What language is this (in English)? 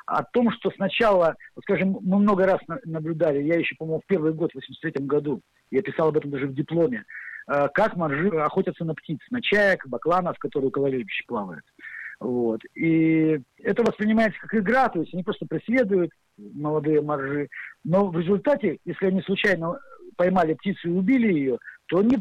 Russian